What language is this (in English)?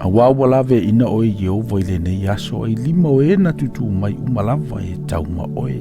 Samoan